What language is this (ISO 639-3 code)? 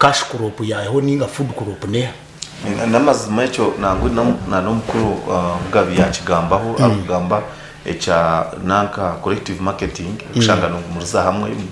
nyn